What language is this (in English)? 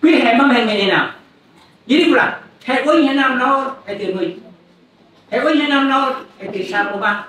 Central Mnong